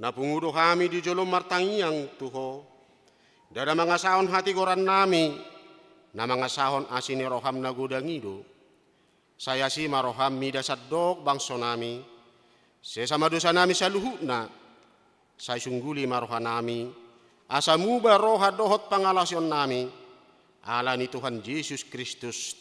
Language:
Batak Toba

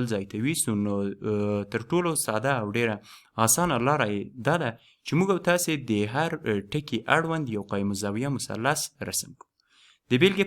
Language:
Pashto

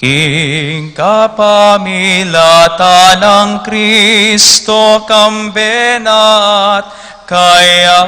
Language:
Pampanga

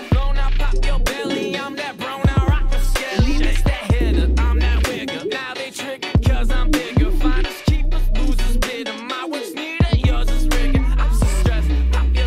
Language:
English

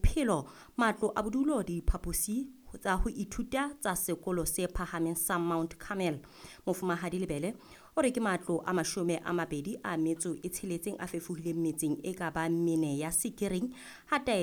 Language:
Southern Sotho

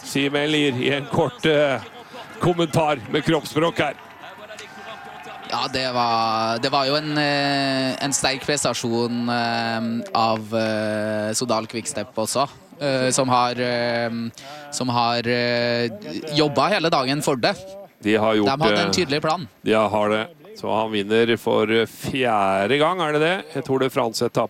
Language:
Norwegian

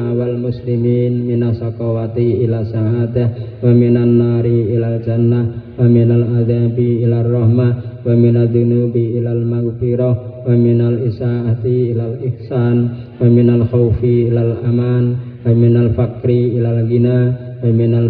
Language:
Javanese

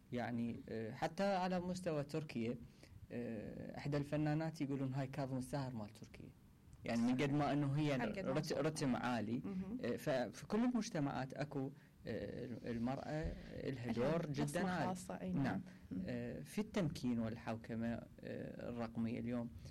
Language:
Mesopotamian Arabic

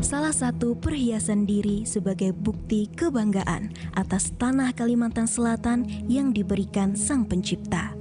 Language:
Banjar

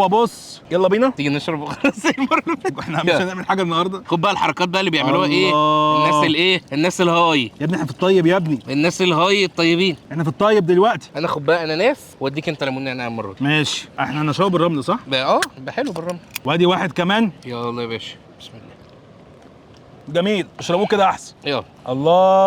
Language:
Egyptian Arabic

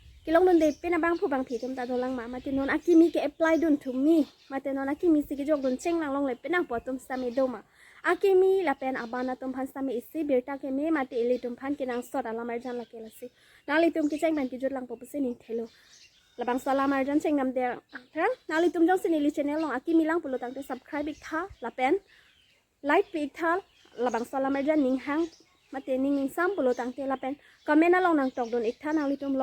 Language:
Karbi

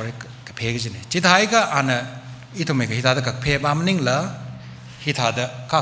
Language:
Tangkhul Naga (India)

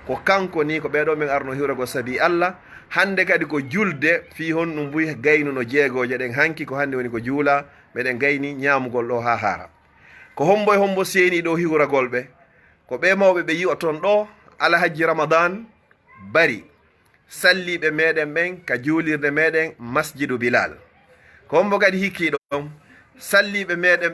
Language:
Fula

